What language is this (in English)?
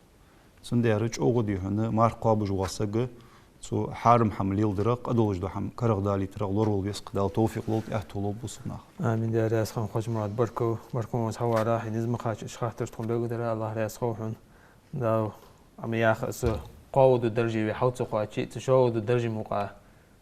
Ingush